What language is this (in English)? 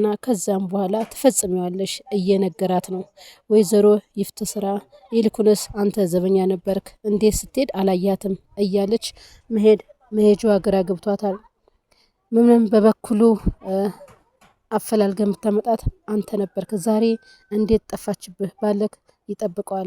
Amharic